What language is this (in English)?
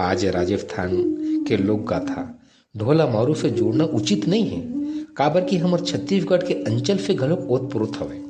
Chhattisgarhi